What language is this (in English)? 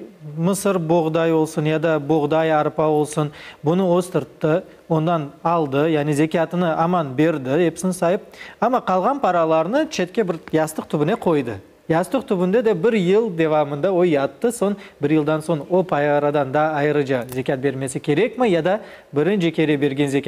Crimean Tatar